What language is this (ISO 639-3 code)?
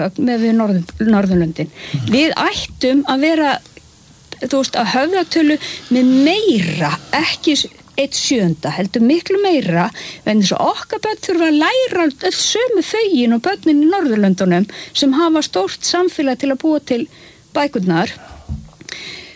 isl